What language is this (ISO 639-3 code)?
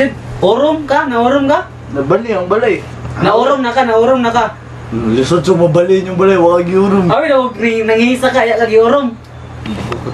ceb